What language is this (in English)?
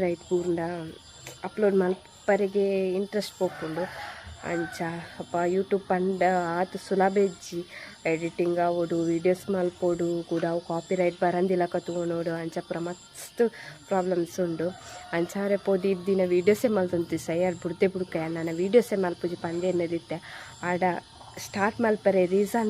Tulu